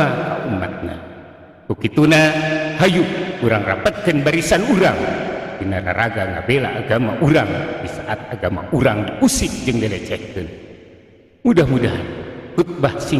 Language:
Sundanese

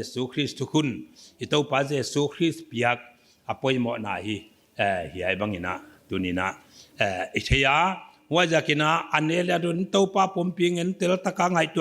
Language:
Paite Chin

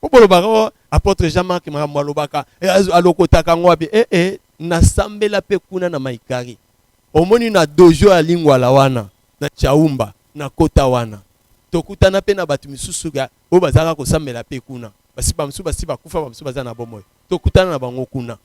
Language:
Lingala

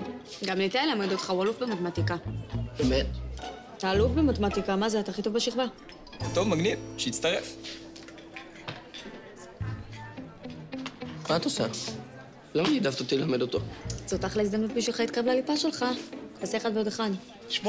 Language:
Hebrew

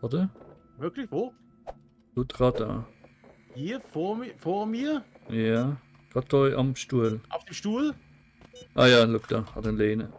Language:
Swiss German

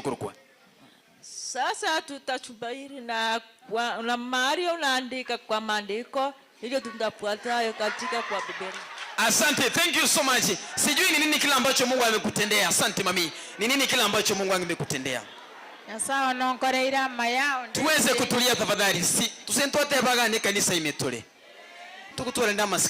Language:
Gusii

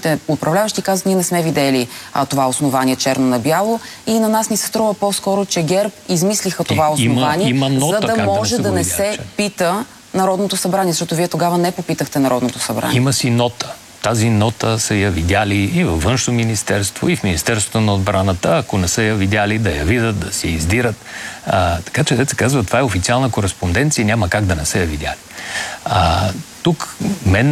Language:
Bulgarian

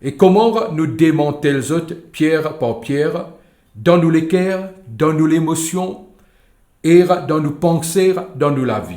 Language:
Morisyen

